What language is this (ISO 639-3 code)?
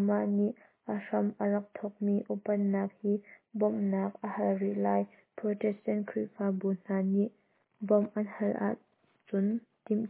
cnh